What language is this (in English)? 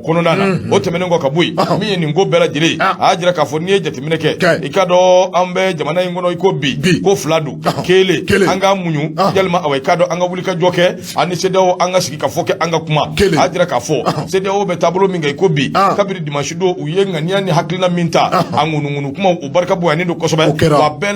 Bambara